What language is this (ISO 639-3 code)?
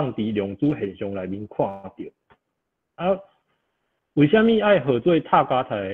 nan